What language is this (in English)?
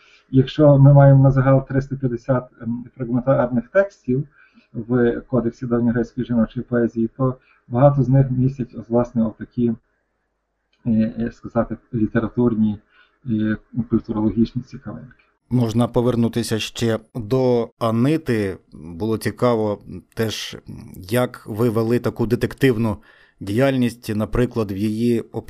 Ukrainian